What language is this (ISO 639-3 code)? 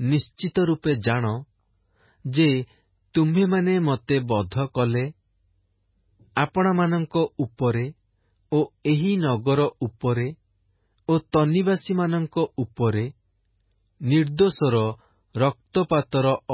ori